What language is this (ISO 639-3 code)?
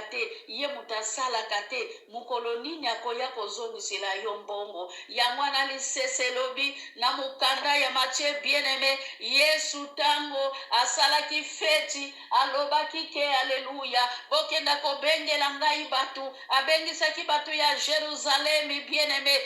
lin